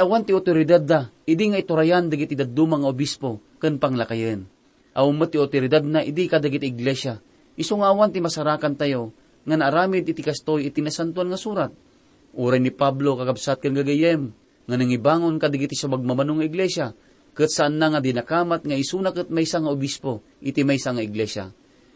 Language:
Iloko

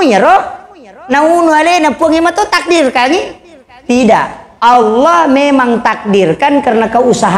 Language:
Buginese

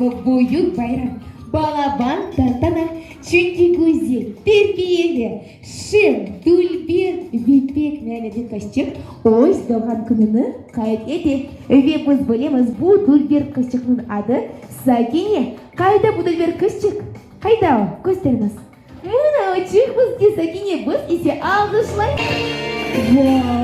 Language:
Crimean Tatar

